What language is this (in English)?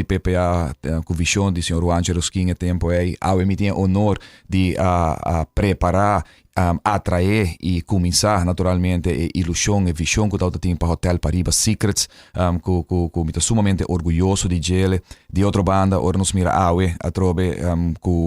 Papiamento